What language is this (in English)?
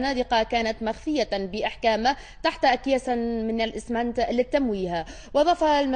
Arabic